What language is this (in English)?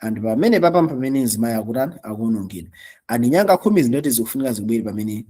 Nyanja